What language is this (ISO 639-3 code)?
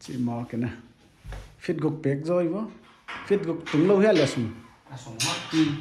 pck